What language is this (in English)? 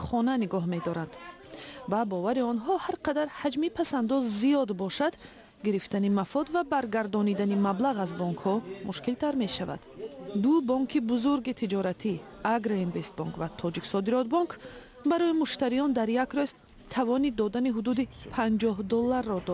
Tajik